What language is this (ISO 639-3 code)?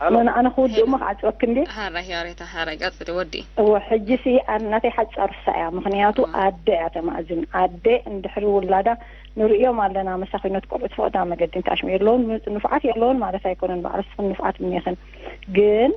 tir